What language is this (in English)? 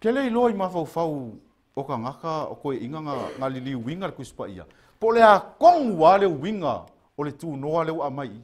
Samoan